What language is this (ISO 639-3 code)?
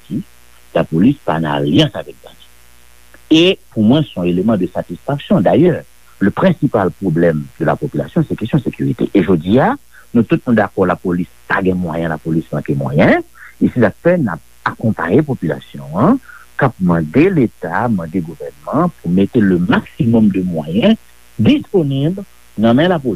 hat